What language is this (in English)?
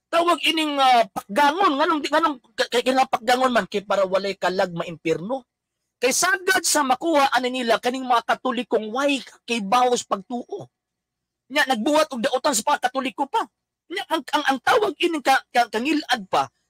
Cebuano